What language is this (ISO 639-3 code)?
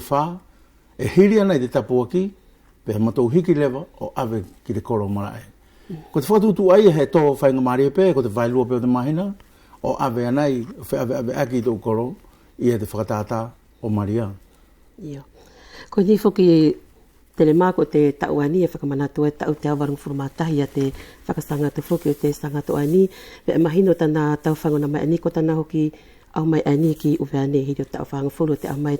wls